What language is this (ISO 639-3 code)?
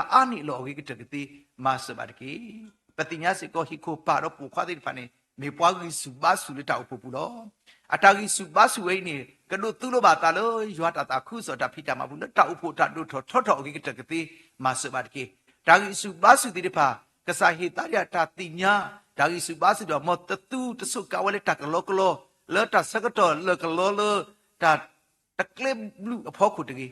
ksw